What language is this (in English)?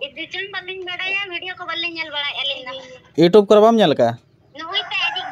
Santali